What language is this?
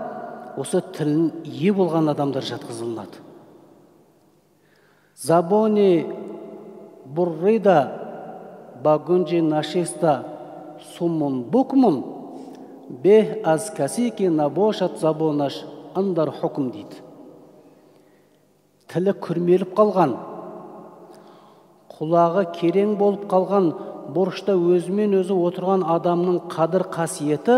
Kazakh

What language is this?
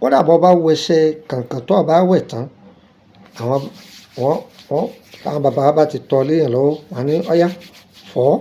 Yoruba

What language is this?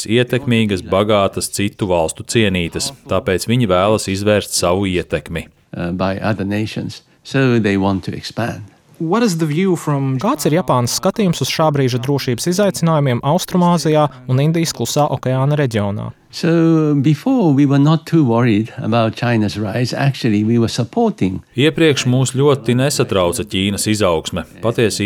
Latvian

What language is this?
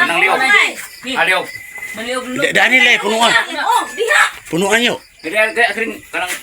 Cebuano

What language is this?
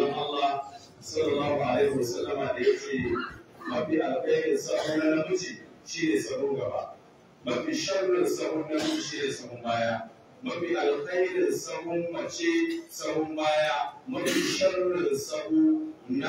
Hausa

